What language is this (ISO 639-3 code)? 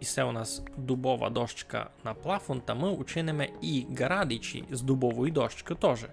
rue